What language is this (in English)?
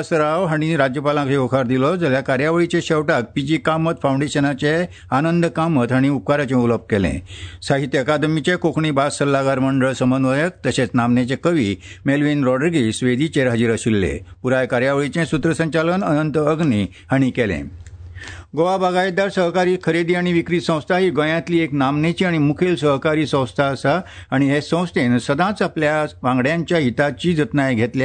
Konkani